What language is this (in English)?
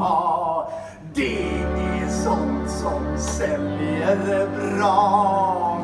Swedish